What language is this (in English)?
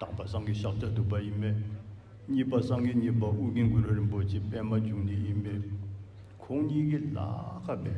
Tibetan